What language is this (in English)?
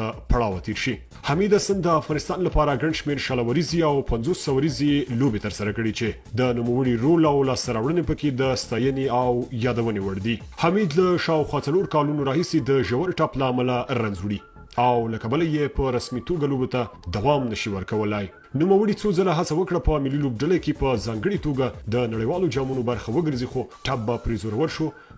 Pashto